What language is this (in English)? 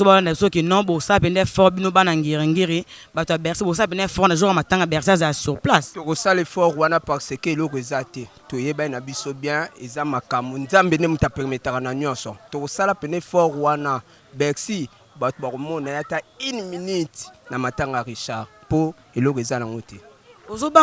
Lingala